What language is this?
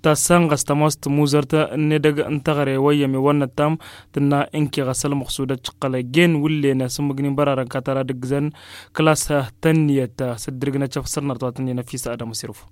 Tamasheq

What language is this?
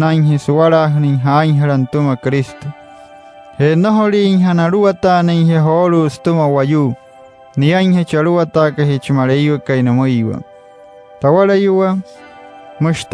Wayuu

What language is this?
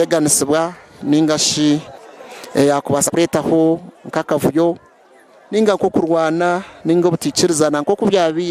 Nyankole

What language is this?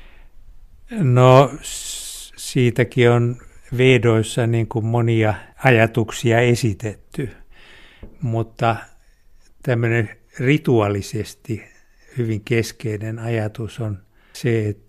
Finnish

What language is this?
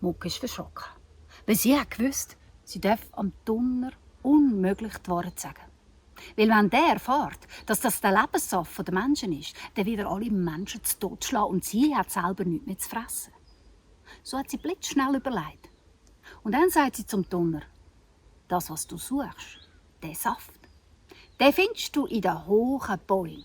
Swiss German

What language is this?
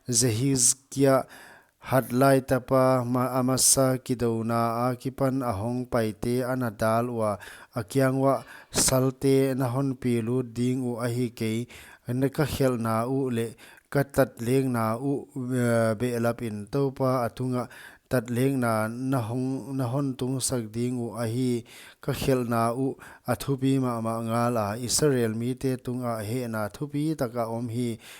Paite Chin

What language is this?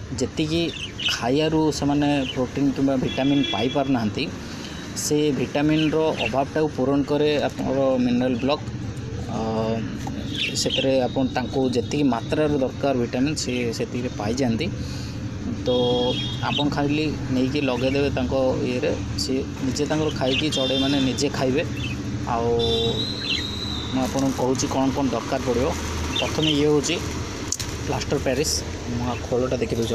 Odia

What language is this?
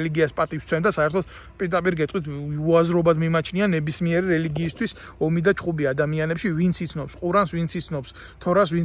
Georgian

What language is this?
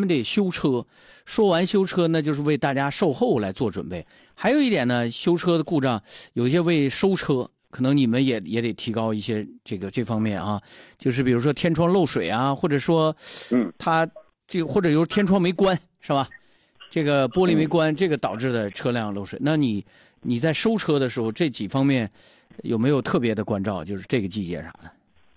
Chinese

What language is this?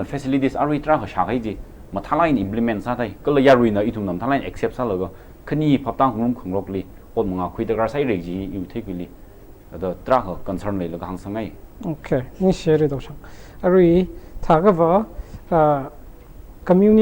Tangkhul Naga (India)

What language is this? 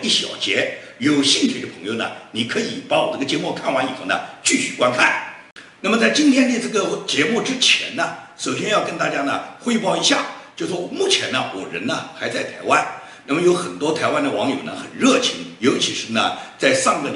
Chinese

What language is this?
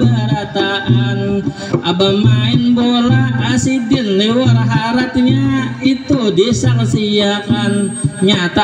Banjar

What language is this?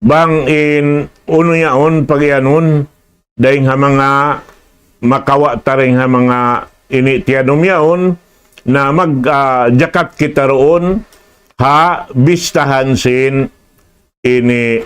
Tausug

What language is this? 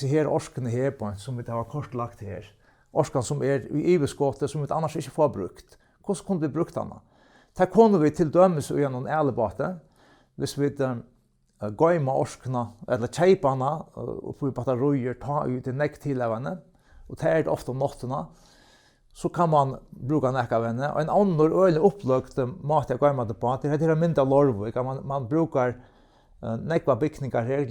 Faroese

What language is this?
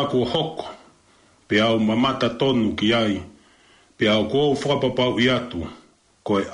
Tongan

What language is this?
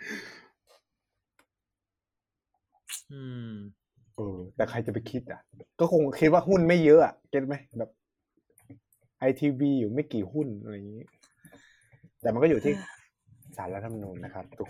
Thai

